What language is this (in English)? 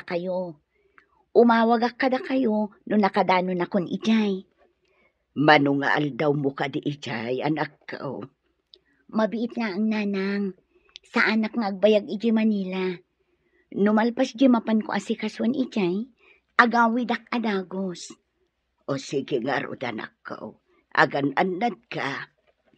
Iloko